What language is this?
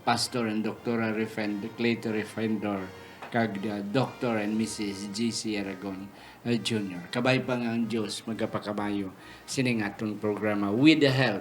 Hiligaynon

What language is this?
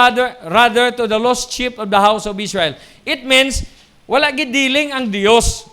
Hiligaynon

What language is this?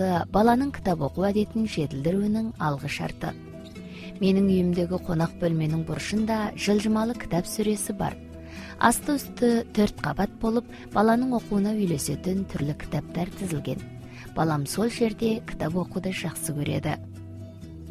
Kazakh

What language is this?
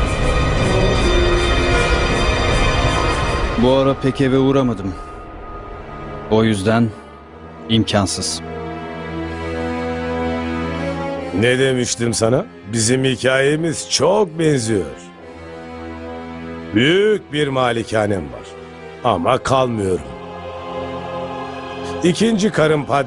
Turkish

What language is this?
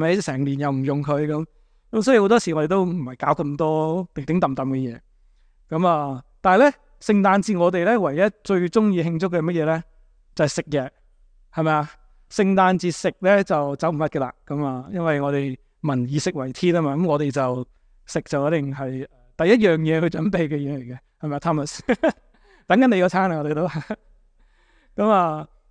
Cantonese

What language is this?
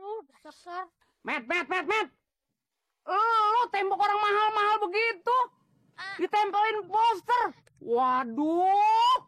Betawi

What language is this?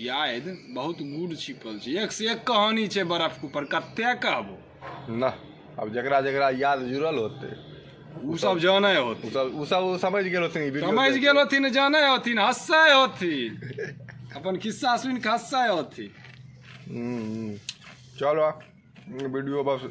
Maithili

